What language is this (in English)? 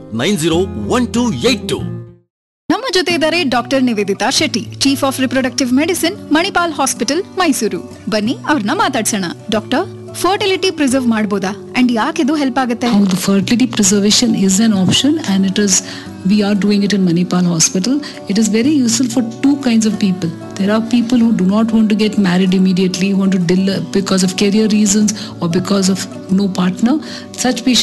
Kannada